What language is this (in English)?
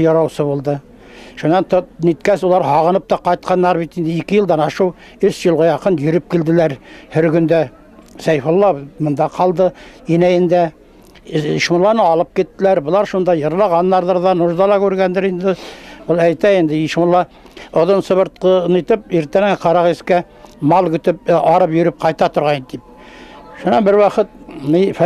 Bashkir